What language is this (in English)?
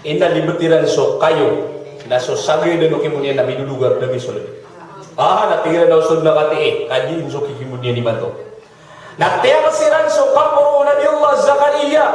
Maranao